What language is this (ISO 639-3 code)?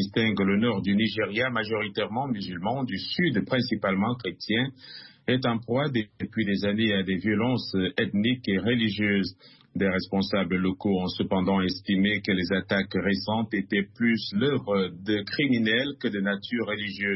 fra